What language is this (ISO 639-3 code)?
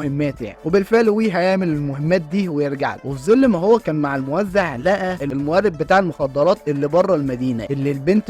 arz